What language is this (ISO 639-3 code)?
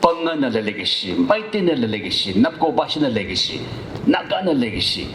nmf